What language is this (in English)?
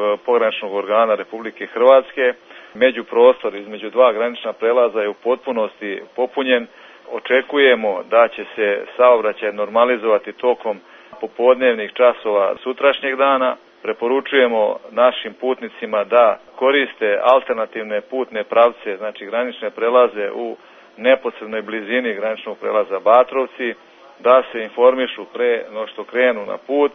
Serbian